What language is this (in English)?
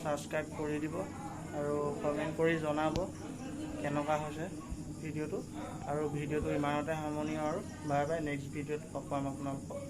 Assamese